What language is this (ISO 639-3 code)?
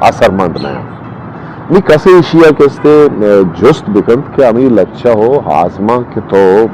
bgp